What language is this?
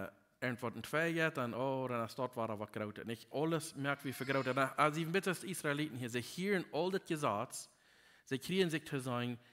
Plautdietsch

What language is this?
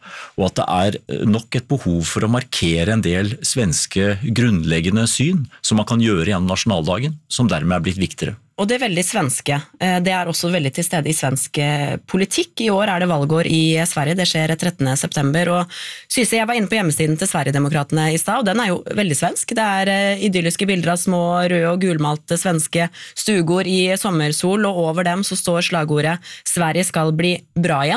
Norwegian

